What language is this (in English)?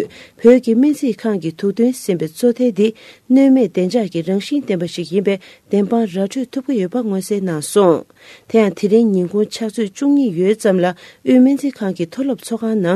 Tibetan